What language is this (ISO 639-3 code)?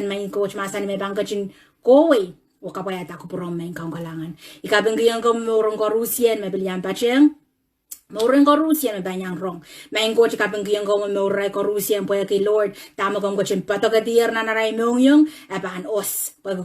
pon